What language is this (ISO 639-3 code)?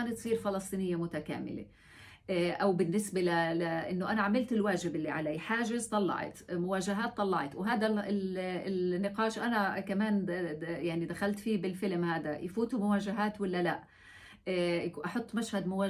apc